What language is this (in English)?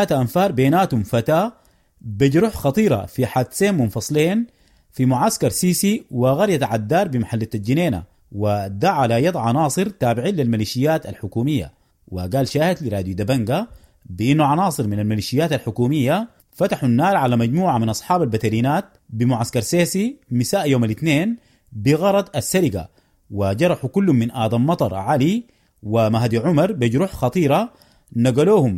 Sudanese Arabic